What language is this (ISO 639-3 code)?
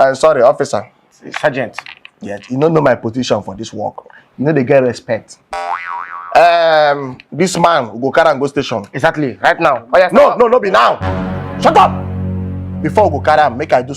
pcm